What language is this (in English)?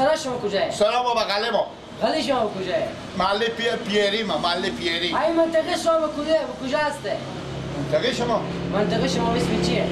Persian